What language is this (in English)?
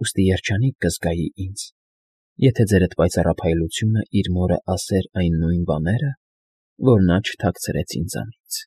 Armenian